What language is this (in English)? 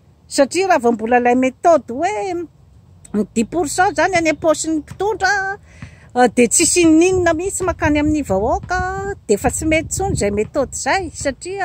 Malagasy